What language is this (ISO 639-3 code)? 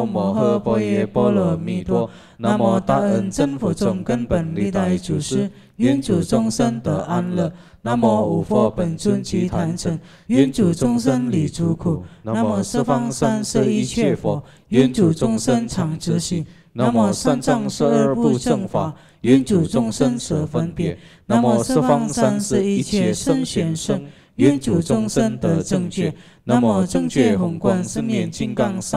zho